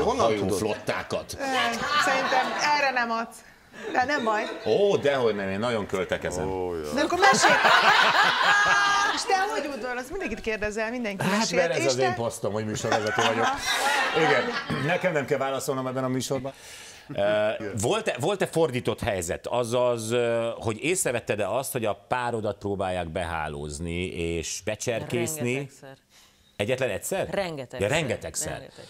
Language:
Hungarian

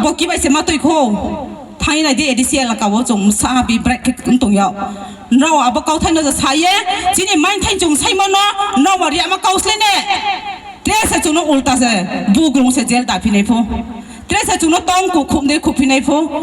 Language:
Riang (India)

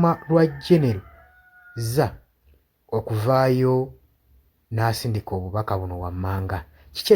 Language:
Ganda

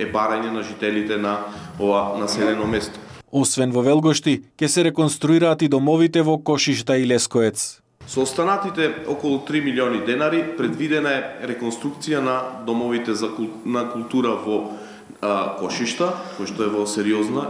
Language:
Macedonian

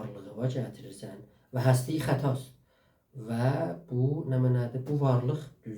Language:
South Azerbaijani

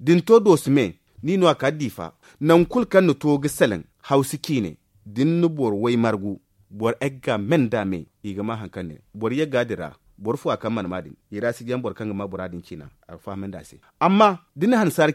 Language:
Zarma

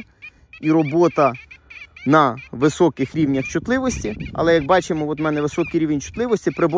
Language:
Ukrainian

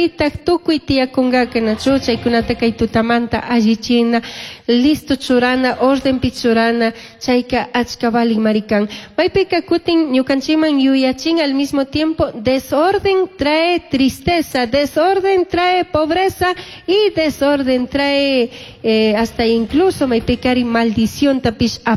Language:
Chimborazo Highland Quichua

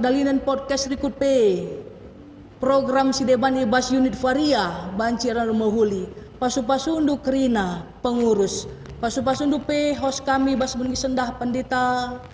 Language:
Batak Karo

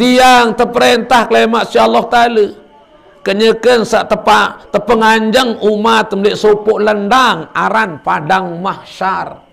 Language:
Sasak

